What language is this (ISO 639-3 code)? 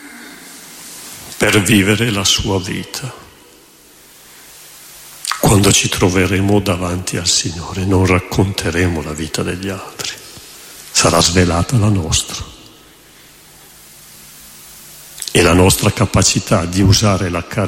ita